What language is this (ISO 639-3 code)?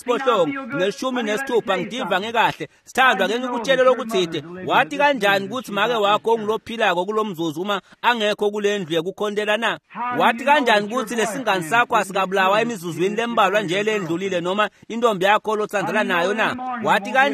ssw